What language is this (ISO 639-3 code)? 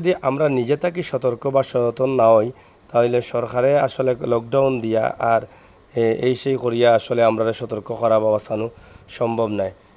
syl